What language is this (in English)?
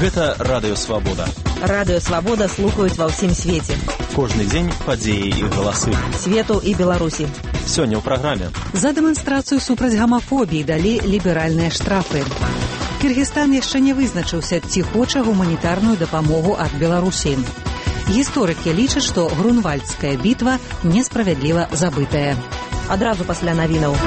Belarusian